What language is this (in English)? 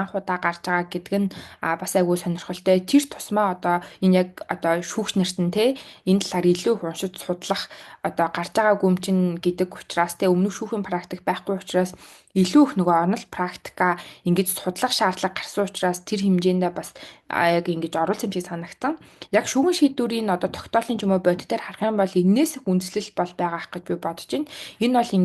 Mongolian